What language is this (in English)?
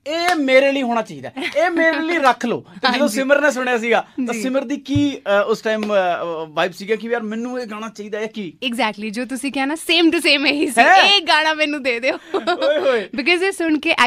Punjabi